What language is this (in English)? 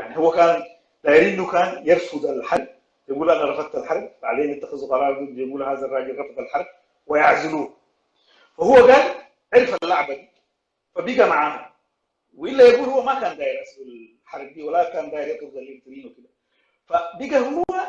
Sudanese Arabic